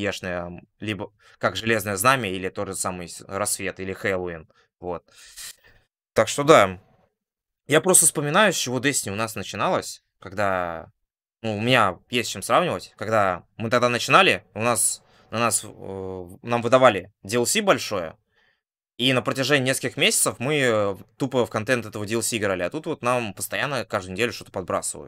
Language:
Russian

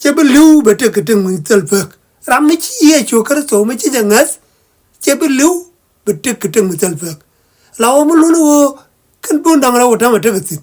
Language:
Nuer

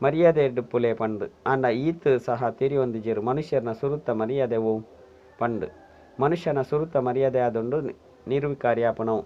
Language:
Tulu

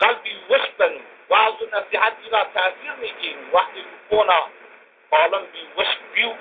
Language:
Zaza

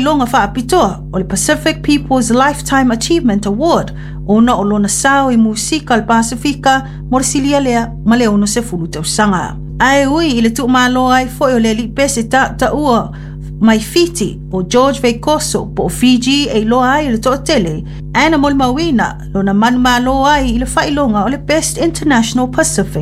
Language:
Samoan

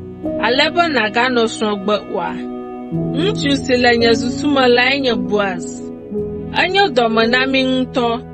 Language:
Ewe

